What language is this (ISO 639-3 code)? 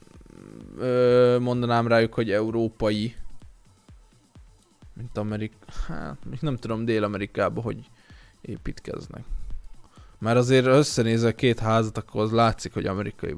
hun